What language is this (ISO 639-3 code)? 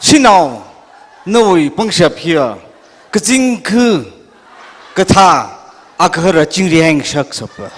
nmf